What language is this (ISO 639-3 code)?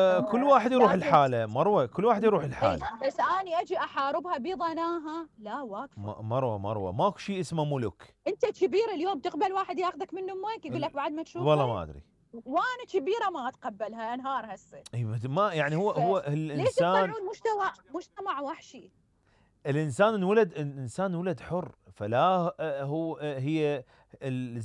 acm